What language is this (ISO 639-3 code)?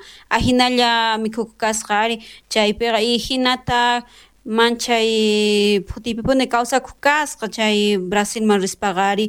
quh